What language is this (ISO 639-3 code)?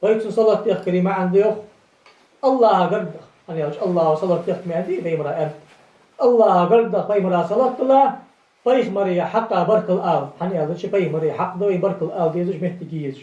inh